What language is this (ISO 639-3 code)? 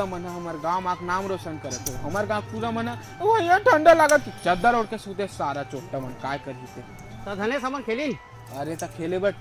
hne